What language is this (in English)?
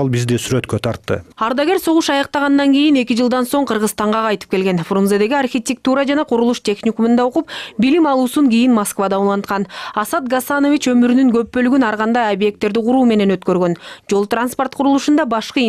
Kyrgyz